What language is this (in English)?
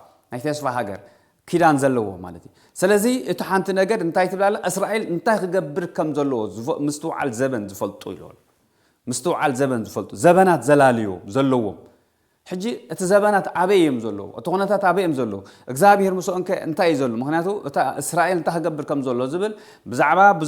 Tigrinya